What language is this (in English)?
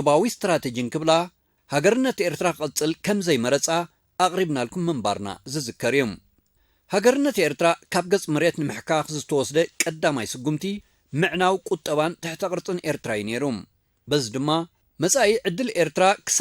Tigrinya